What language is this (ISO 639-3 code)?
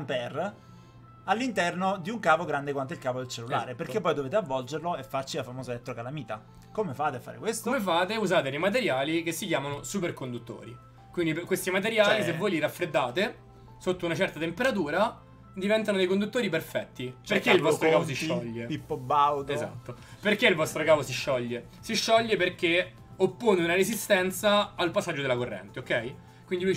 ita